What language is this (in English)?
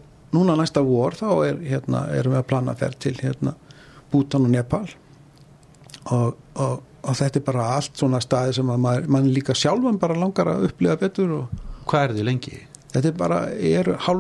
Icelandic